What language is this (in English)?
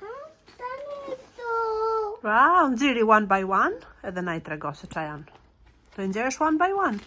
Albanian